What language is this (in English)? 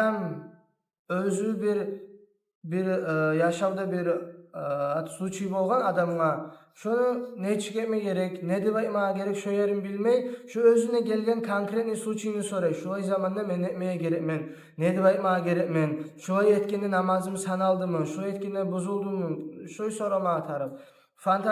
Kumyk